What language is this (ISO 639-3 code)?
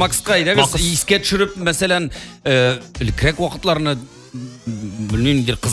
tat